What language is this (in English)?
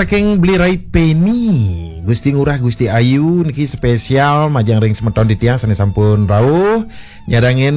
Balinese